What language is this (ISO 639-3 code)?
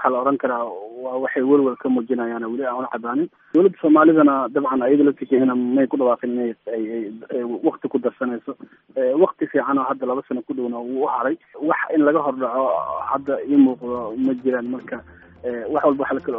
som